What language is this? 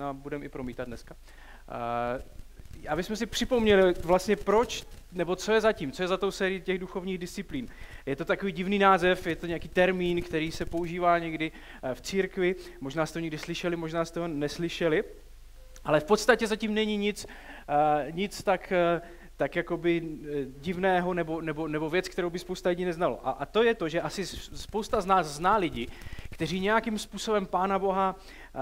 Czech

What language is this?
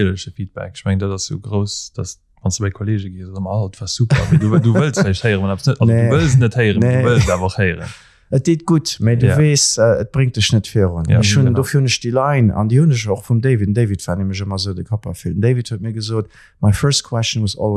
Luxembourgish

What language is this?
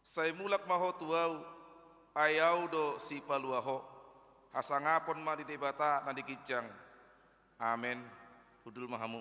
Batak Toba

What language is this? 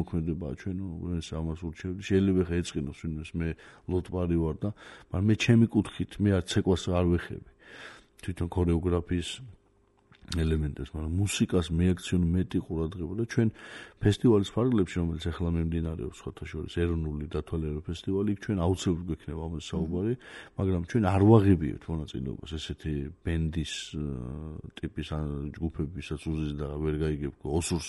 Georgian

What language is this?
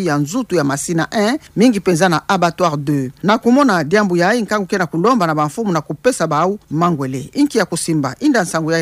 Kituba (Democratic Republic of Congo)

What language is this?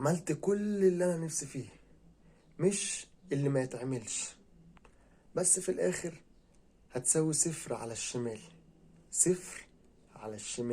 Egyptian Arabic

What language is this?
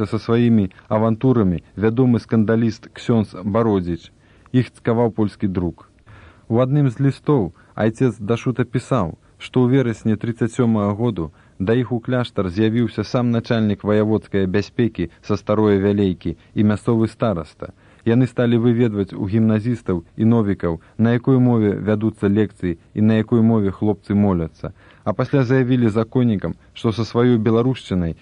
Belarusian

